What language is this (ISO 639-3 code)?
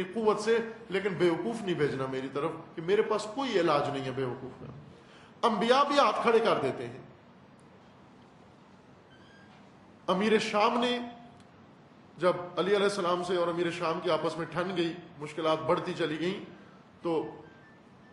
urd